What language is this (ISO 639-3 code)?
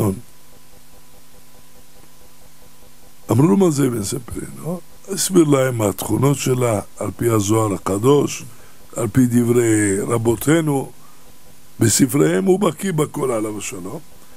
heb